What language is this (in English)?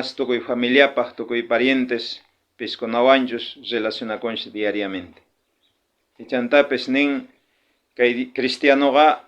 South Bolivian Quechua